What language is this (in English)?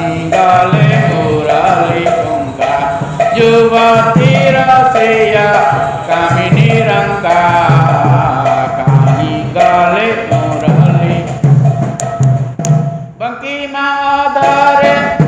Odia